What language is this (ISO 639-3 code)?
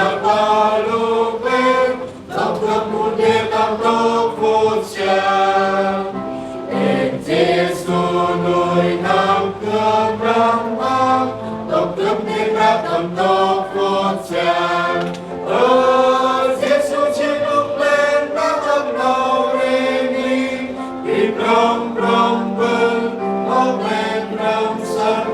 cmo